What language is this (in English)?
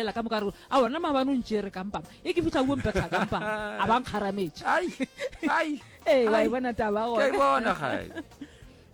Northern Sotho